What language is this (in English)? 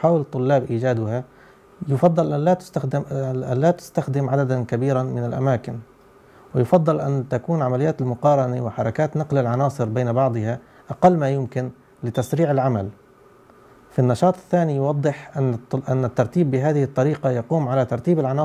Arabic